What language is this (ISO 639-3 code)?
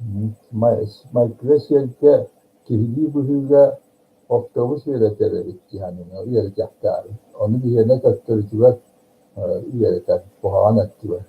sah